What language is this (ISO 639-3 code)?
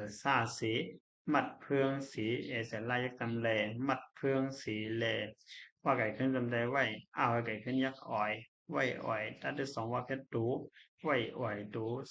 shn